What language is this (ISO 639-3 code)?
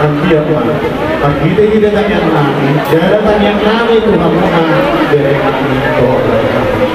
bbc